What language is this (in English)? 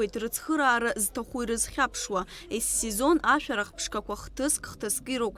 Abkhazian